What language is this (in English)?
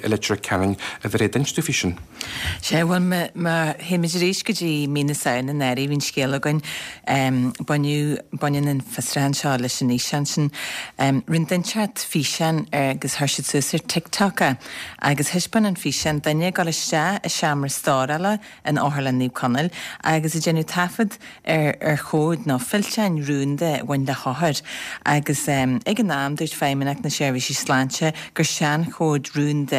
Irish